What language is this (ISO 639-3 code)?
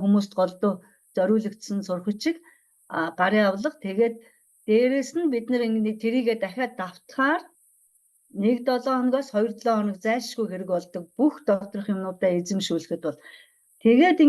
mon